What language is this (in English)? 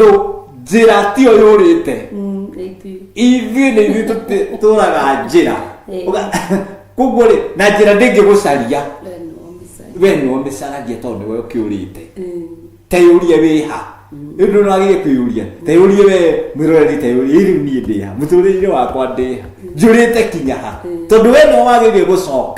Kikuyu